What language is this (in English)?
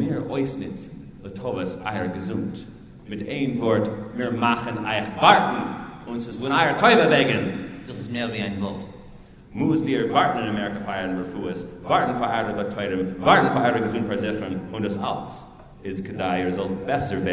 Yiddish